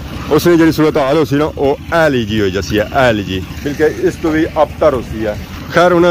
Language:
Pahari-Potwari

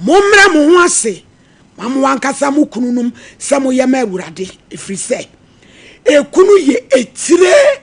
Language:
Akan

